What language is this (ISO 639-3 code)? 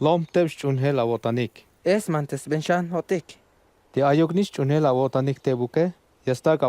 tzh